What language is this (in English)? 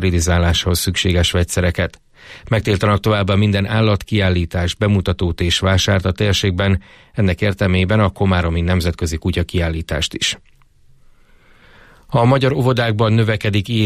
Hungarian